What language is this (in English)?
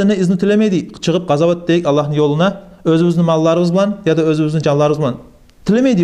Kumyk